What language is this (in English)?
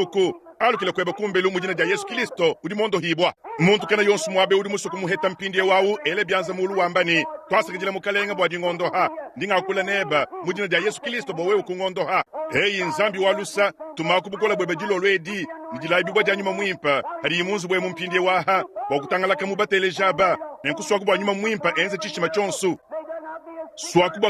Luba-Lulua